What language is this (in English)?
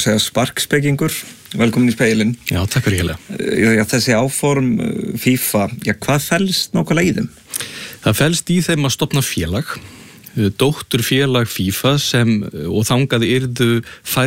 Icelandic